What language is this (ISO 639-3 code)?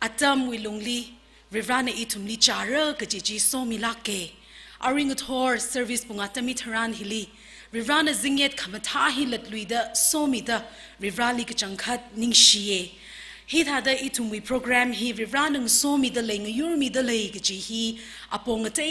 nmf